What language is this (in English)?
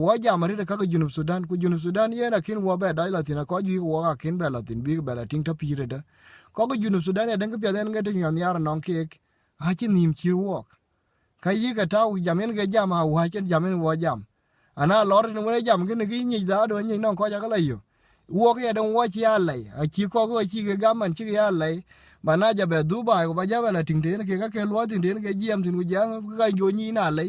Dinka